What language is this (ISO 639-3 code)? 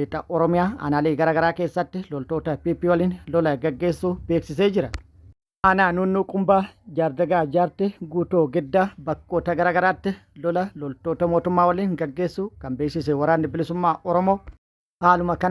orm